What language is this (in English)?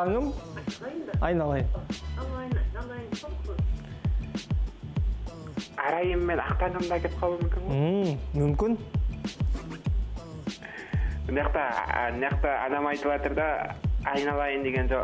Kazakh